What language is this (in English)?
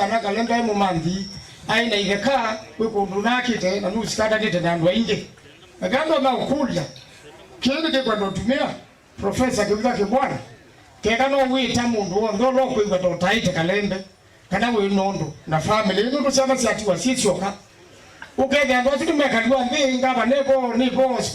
Kamba